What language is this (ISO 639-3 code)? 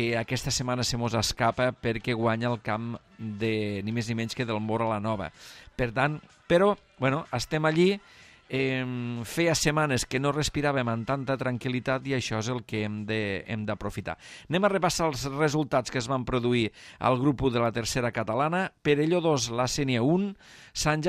cat